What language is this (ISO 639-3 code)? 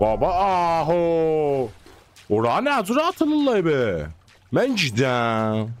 azb